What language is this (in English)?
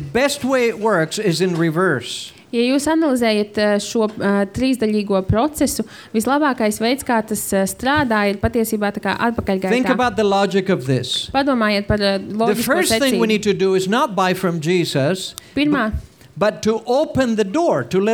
Latvian